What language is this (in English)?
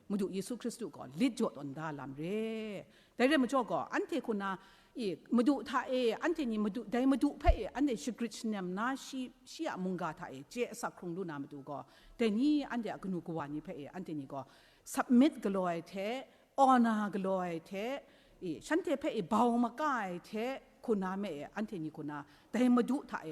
Kachin